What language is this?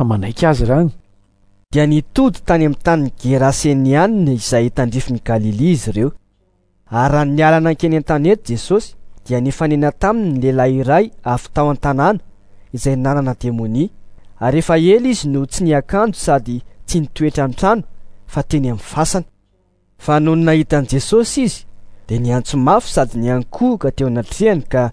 Malagasy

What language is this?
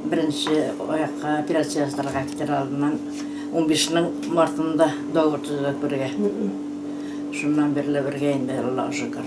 Tatar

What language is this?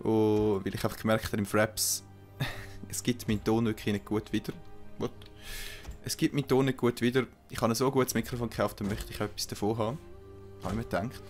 Swiss German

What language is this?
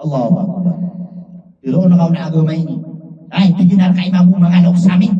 Maranao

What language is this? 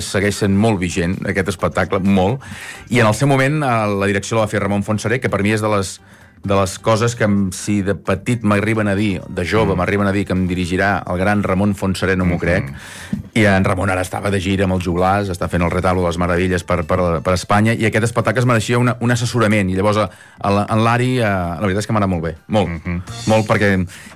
Catalan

